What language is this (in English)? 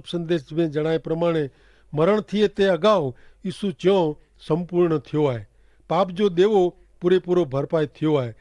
Kachhi